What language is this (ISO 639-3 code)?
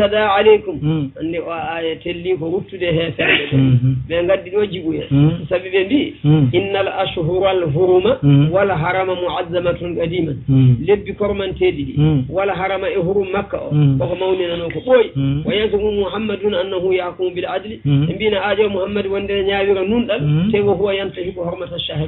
ful